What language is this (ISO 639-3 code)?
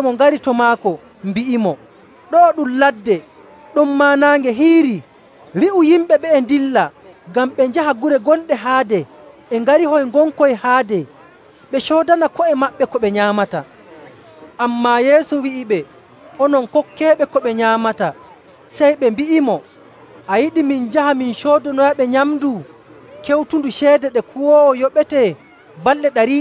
fuv